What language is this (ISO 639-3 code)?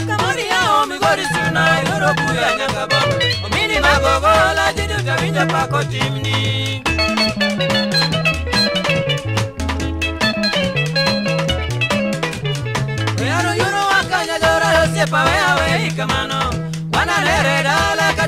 luo